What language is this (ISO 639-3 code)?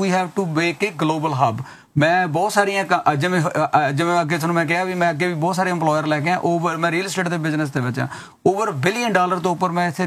pan